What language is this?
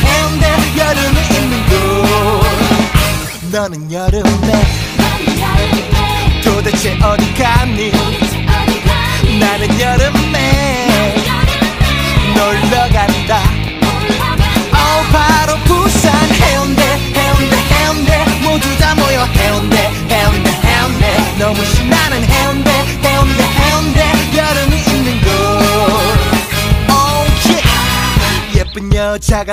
Korean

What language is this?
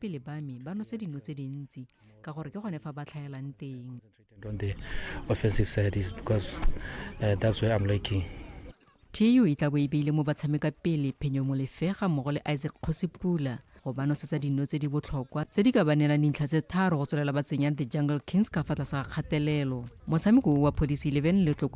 Tswana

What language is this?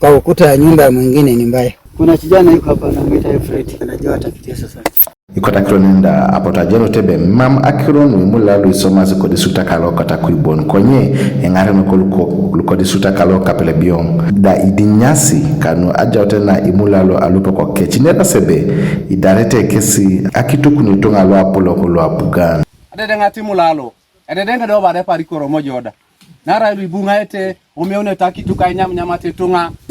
Teso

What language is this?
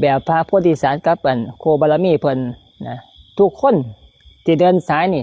Lao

